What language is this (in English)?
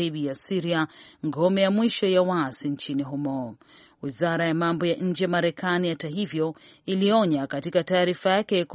Swahili